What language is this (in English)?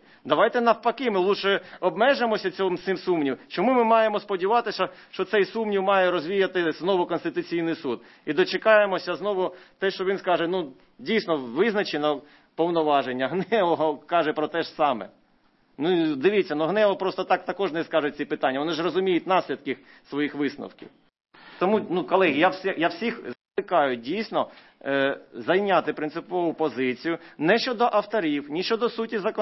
Ukrainian